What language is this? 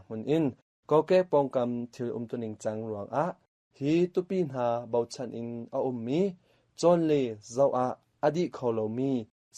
Hakha Chin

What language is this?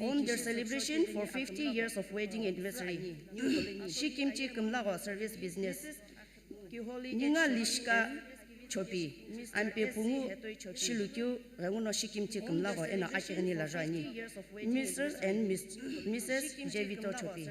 Sumi Naga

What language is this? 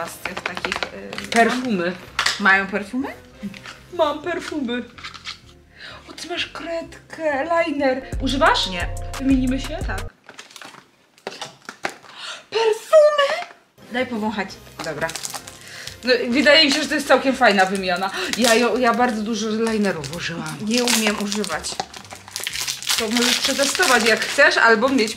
Polish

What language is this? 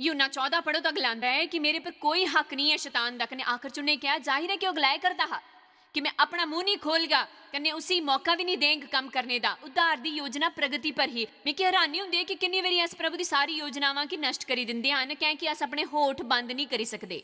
Dogri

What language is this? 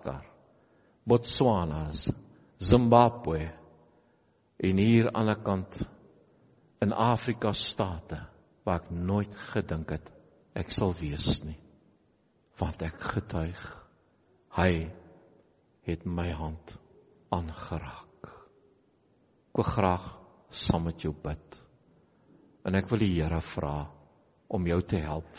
Afrikaans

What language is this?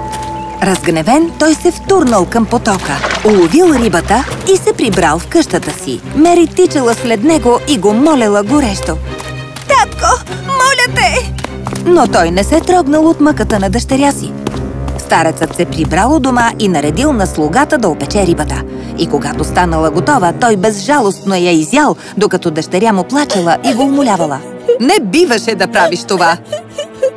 Bulgarian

